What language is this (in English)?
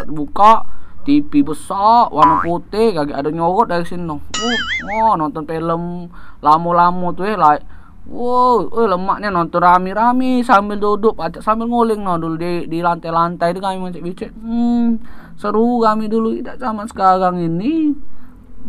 Musi